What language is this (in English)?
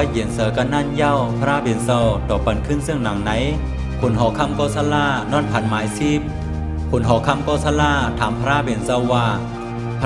Shan